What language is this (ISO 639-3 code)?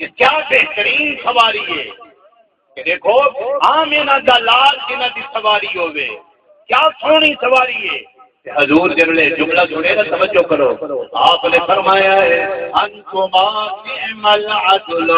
skr